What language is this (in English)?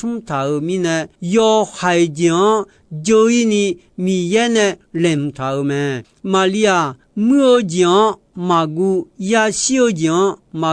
Akha